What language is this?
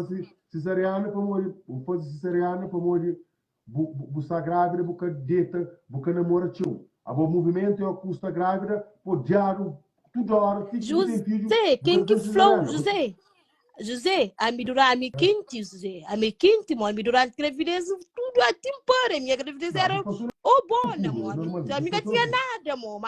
Kabuverdianu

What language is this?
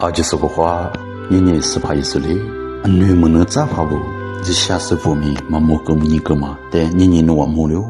Lisu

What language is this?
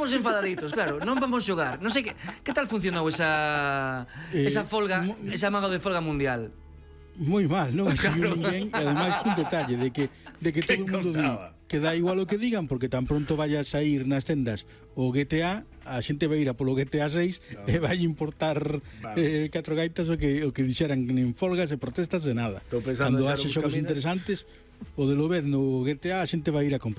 Galician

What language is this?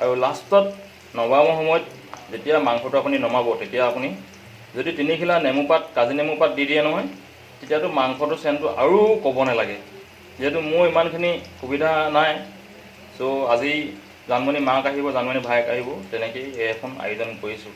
Assamese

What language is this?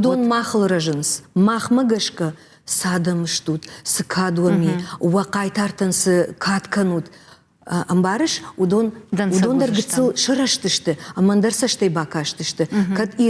Ossetic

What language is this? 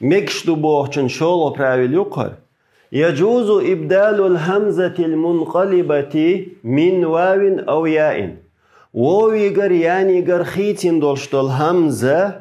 Chechen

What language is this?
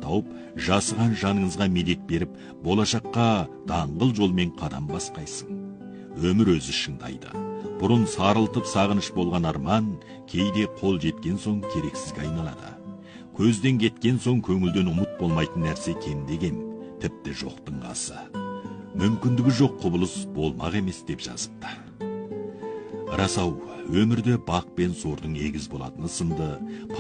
Kazakh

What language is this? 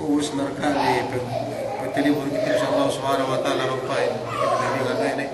Yakan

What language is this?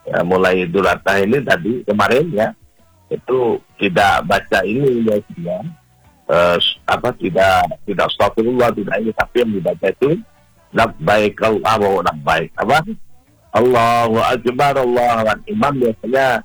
Indonesian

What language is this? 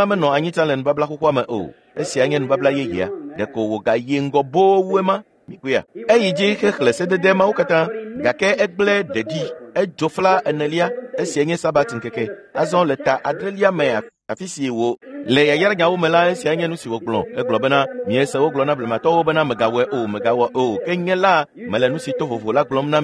Ewe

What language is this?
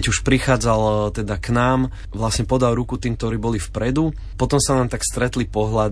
Slovak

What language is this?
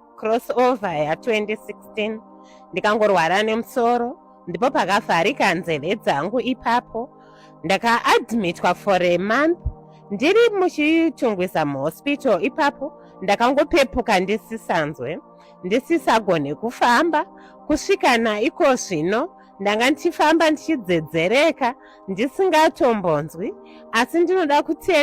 Shona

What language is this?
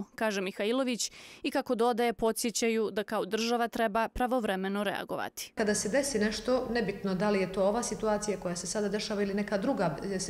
Bosnian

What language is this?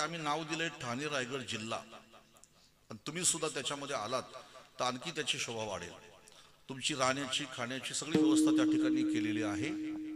Marathi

